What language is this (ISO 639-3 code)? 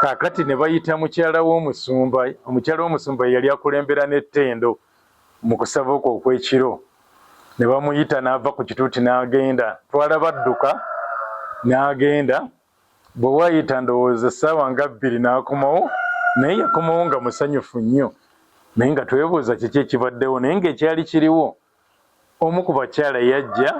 lug